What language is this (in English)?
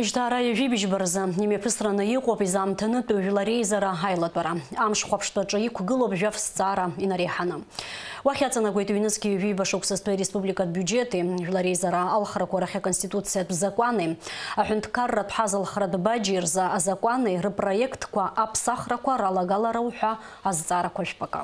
Abkhazian